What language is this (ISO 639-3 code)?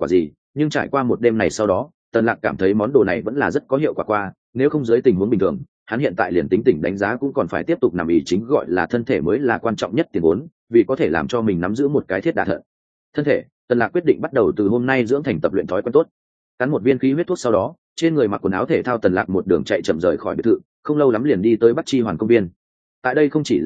vie